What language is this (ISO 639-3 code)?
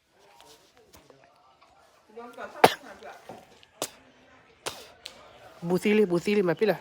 ksw